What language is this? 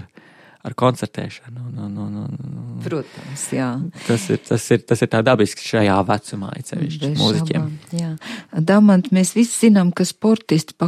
Latvian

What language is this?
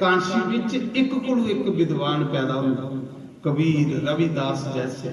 Dogri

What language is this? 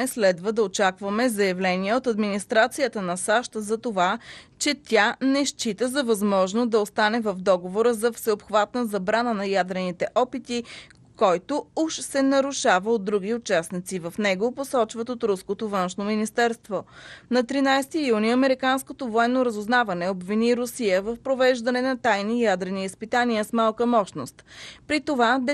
Bulgarian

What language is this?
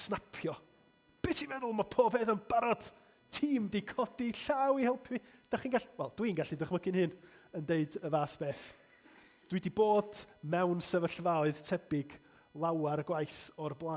Welsh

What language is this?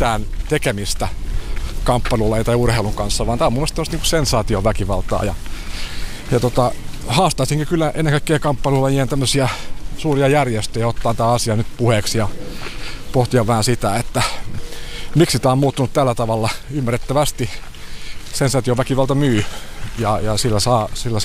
Finnish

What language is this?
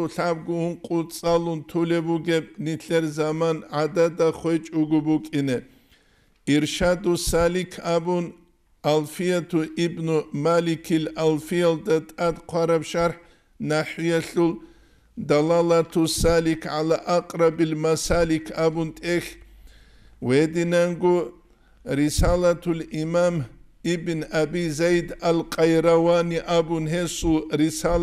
Avaric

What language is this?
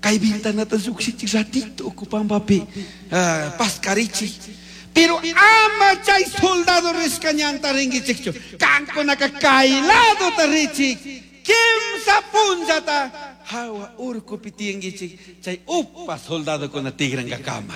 Chimborazo Highland Quichua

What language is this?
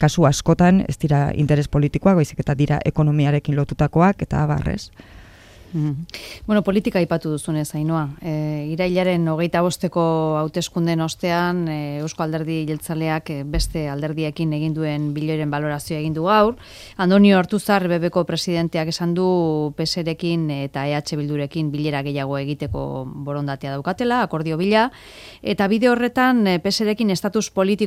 Basque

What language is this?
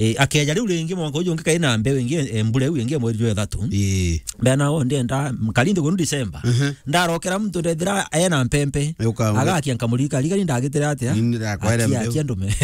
Meru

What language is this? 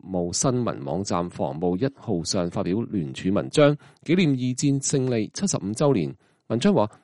Cantonese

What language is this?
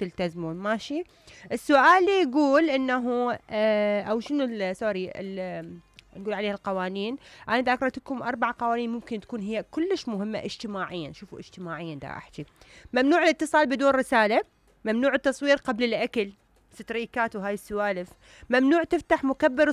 Mesopotamian Arabic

